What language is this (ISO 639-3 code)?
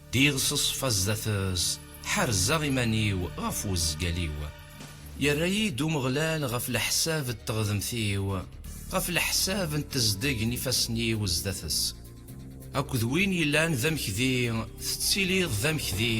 kab